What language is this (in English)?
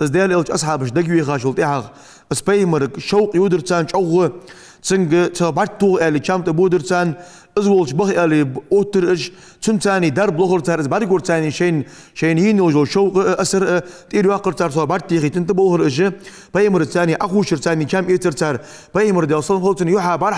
Ingush